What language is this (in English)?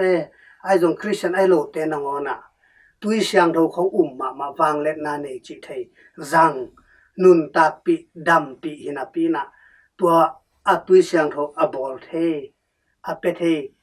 Tedim Chin